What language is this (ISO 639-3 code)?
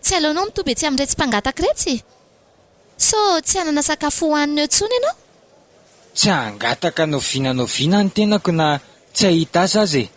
mlg